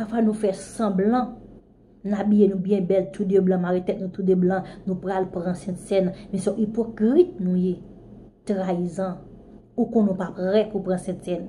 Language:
Haitian Creole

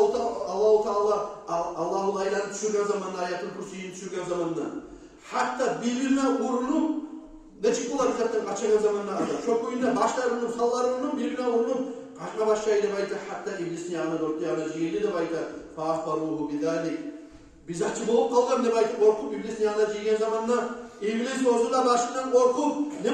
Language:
Kumyk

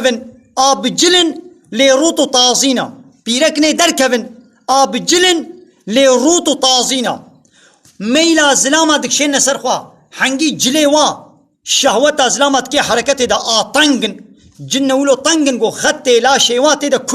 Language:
Kurdish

